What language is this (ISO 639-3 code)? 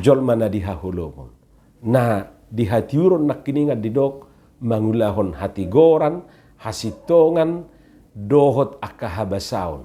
bbc